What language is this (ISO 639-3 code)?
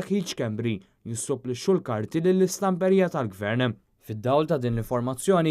mlt